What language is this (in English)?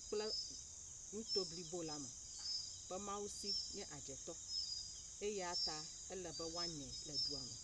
Ewe